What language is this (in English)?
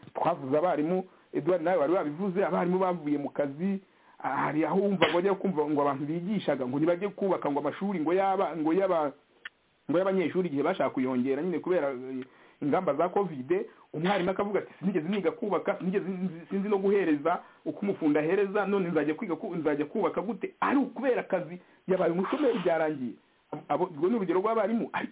Kinyarwanda